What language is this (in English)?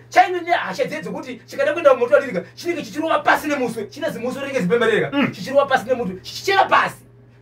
Shona